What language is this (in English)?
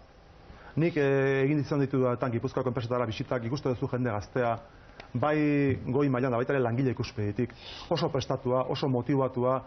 Basque